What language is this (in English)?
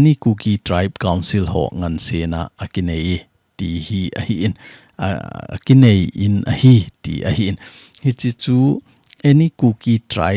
Thado Chin